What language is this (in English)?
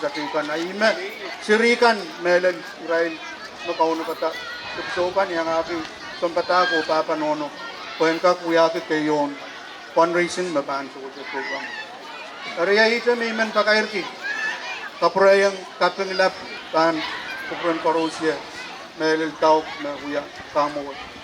Pohnpeian